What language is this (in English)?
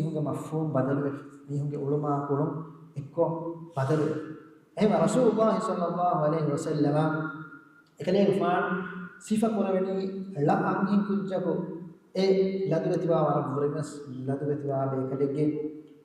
Divehi